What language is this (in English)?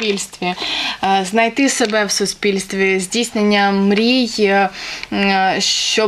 Ukrainian